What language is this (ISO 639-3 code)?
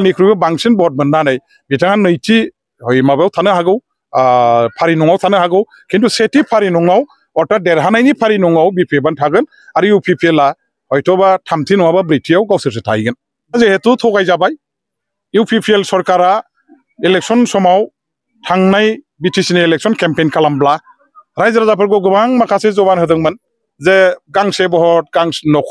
brx